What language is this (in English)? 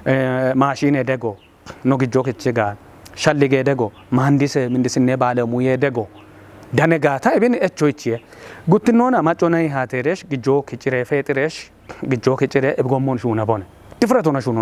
Kafa